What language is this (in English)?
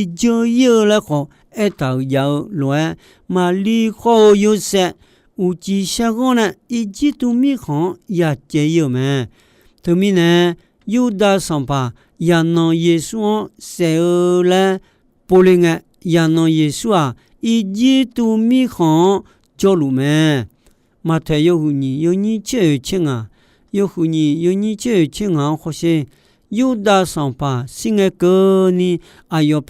Akha